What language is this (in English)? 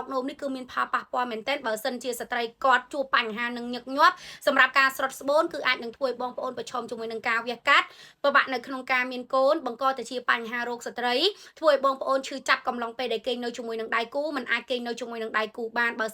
Khmer